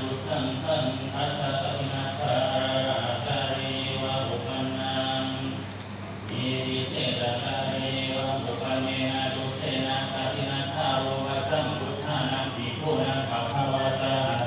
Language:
Pali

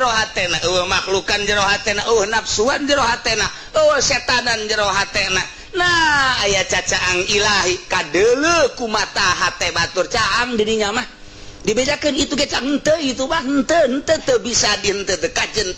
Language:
Sundanese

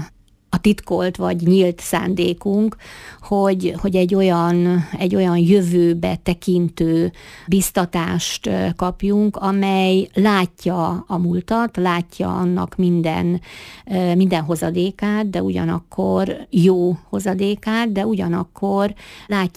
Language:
Hungarian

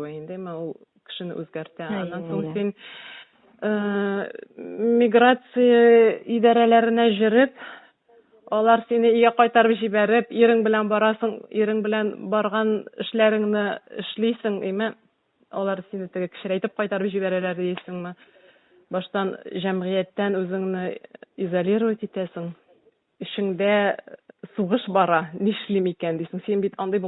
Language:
Tatar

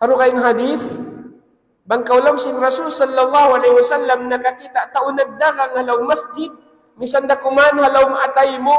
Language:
Tausug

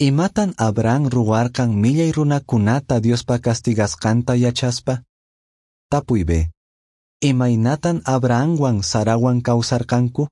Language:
Quechua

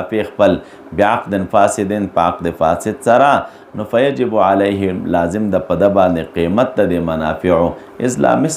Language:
Pashto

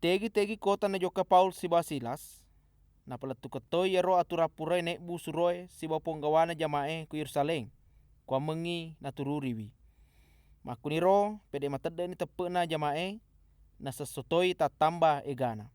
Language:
Buginese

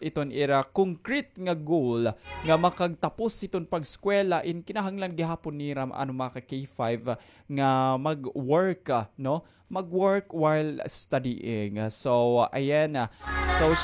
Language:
Waray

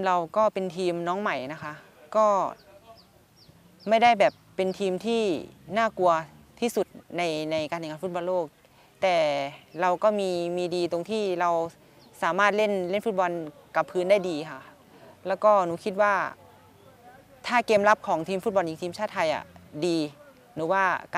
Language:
Thai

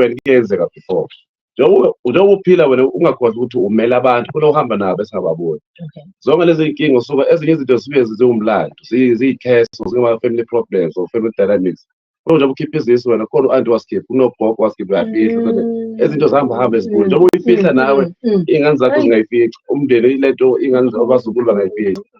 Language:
Zulu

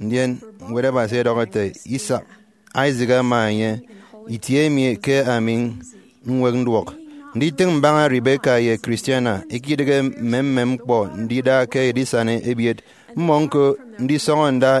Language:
Efik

